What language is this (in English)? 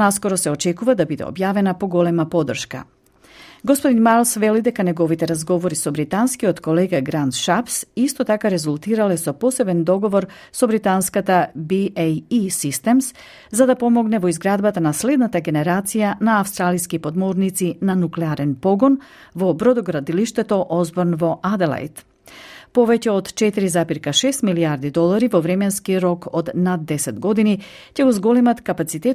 Macedonian